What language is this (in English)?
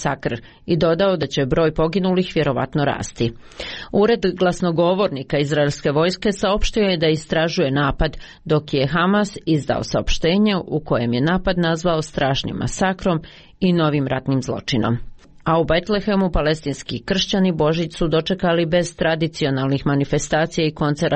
Serbian